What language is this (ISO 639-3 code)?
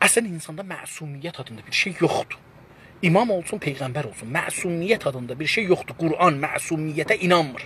azb